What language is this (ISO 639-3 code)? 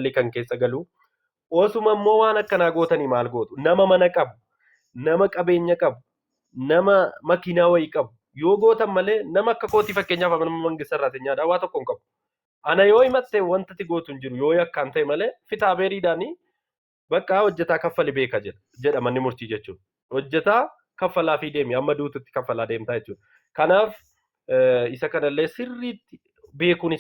orm